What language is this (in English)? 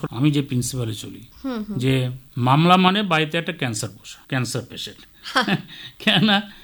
Bangla